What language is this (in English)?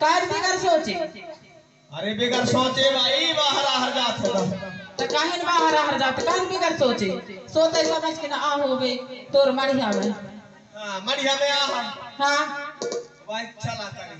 Chhattisgarhi